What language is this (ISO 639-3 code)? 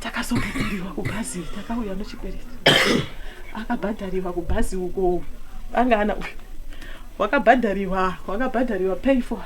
sna